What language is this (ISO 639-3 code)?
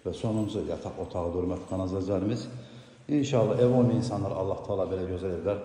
aze